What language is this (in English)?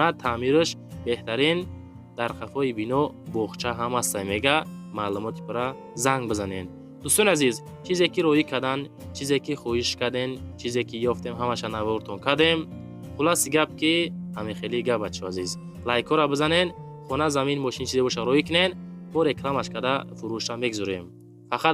Tajik